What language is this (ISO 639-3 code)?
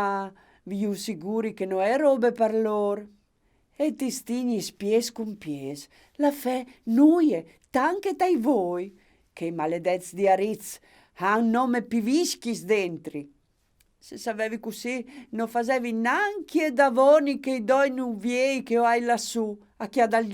fur